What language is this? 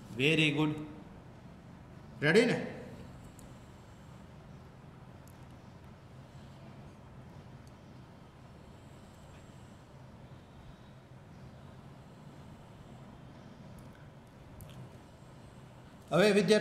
Gujarati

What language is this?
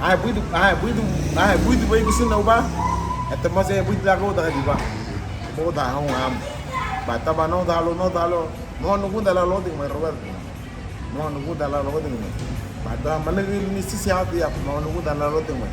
Garifuna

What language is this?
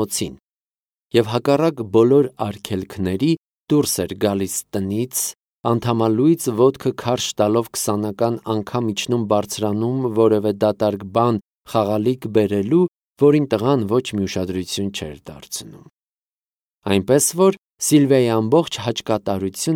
Armenian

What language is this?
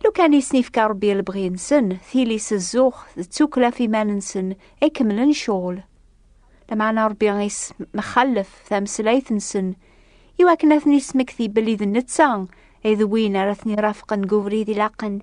Kabyle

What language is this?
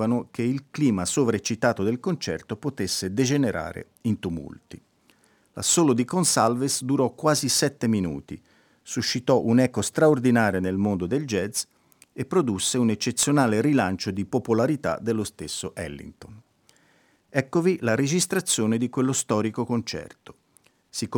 Italian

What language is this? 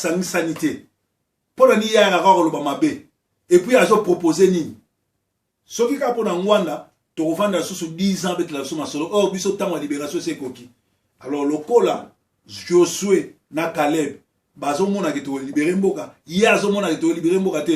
Lingala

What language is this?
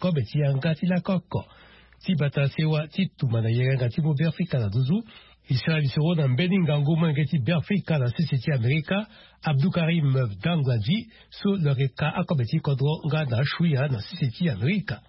Sango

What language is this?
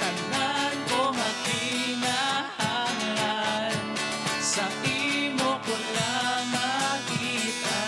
Hiligaynon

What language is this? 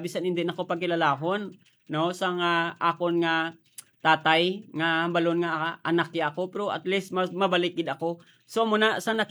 Hiligaynon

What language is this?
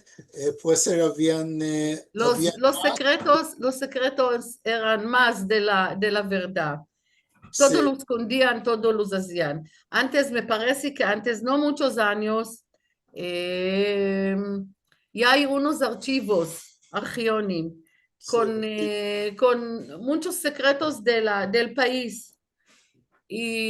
Ladino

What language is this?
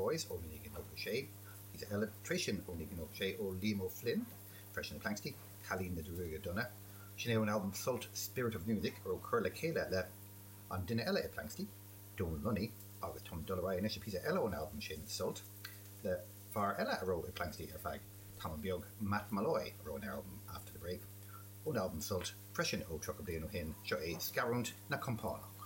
Irish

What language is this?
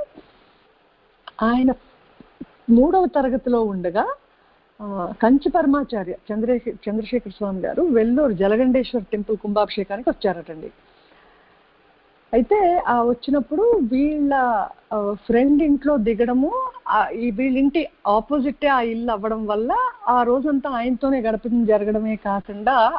Telugu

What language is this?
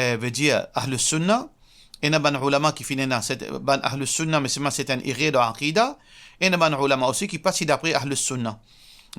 Morisyen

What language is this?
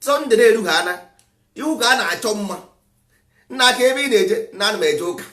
Igbo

